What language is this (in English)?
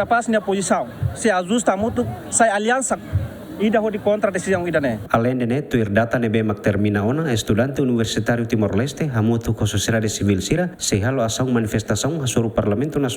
Tetum